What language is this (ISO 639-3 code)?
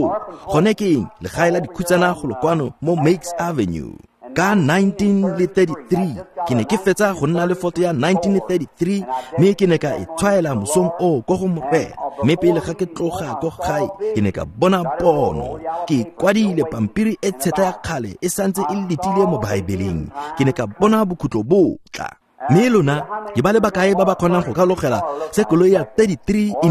tsn